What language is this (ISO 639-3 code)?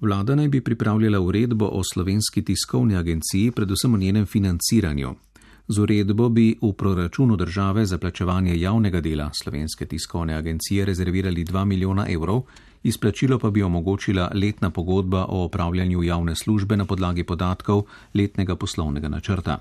slv